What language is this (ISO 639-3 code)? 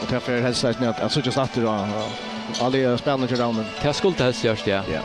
fao